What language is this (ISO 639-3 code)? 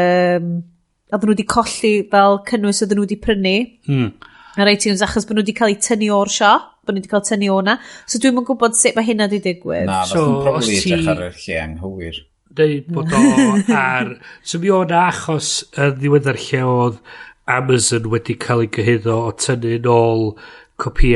cym